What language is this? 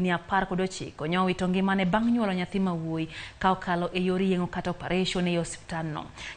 Luo (Kenya and Tanzania)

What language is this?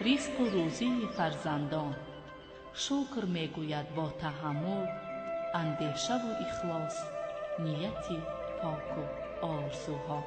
Tajik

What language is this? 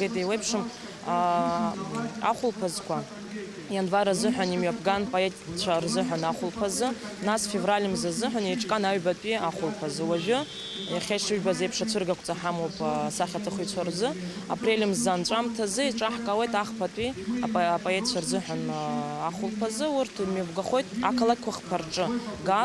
Abkhazian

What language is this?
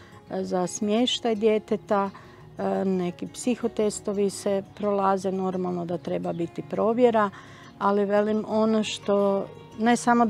Croatian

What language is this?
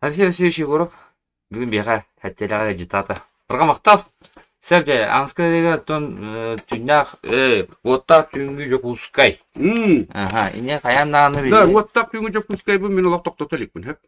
Yakut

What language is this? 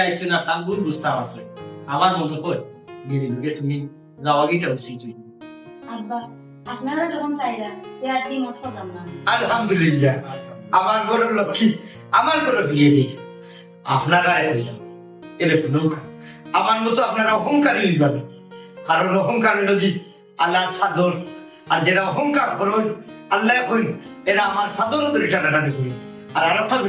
Sylheti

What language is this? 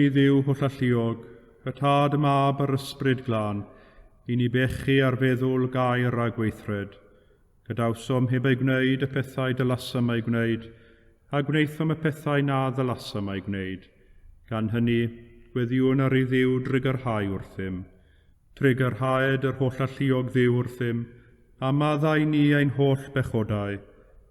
Welsh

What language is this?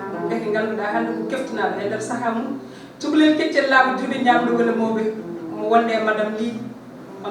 Fula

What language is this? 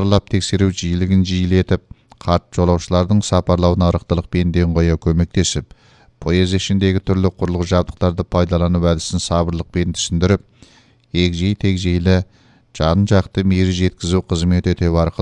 Kyrgyz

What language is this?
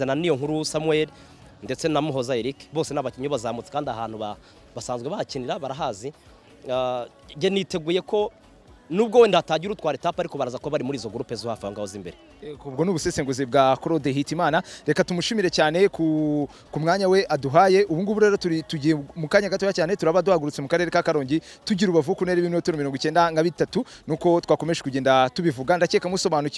Kinyarwanda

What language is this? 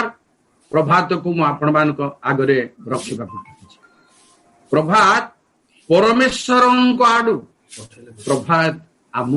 Odia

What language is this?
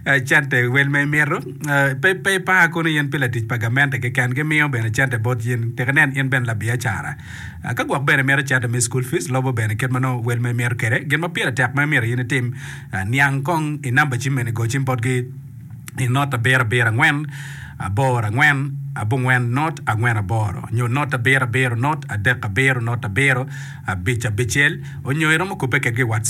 Acoli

